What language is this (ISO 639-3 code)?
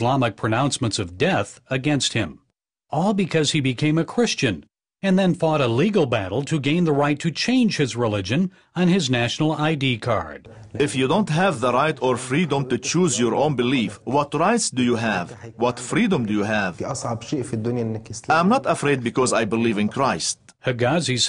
eng